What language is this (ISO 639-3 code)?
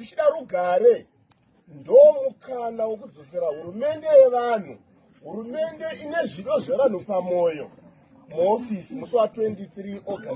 sna